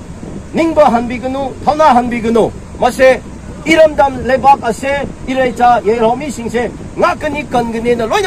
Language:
Manipuri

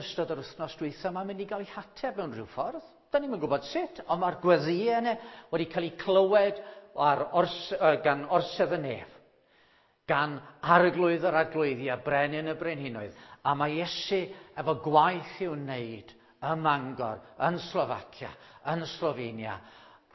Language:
Welsh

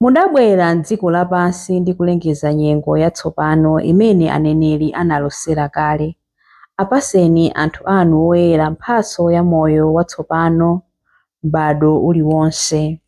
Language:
Nyanja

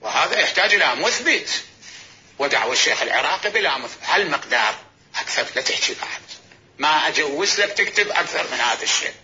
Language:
Mesopotamian Arabic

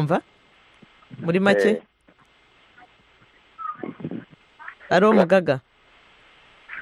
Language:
Kinyarwanda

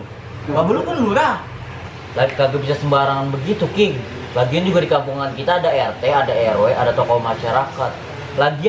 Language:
Betawi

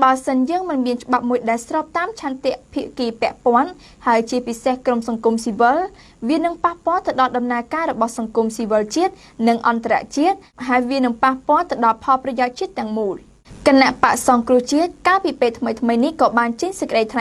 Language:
Khmer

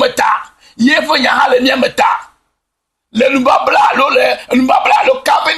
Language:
Ewe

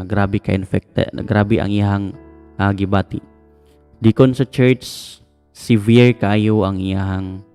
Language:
Cebuano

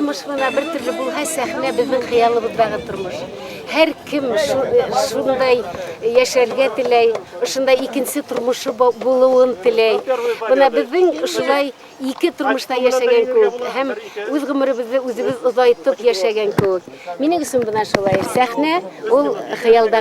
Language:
Bashkir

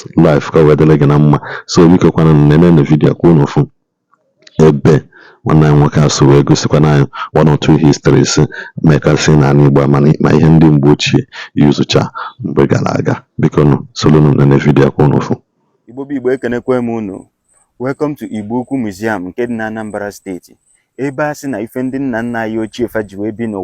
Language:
Igbo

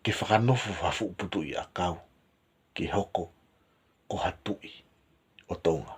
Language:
Tongan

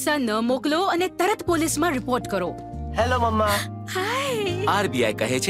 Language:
Gujarati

